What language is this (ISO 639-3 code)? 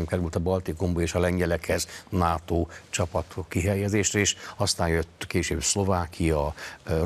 hun